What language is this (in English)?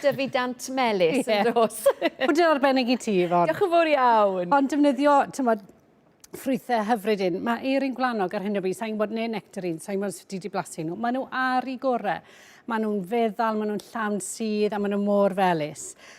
Welsh